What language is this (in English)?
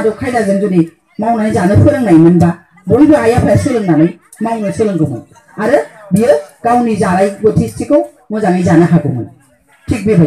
Bodo